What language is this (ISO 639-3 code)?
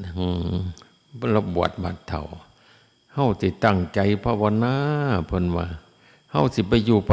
tts